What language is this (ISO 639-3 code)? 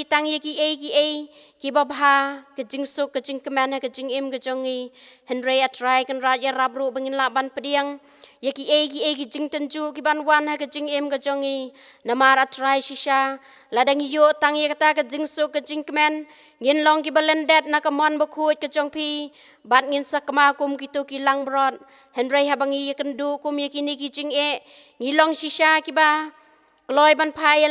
kha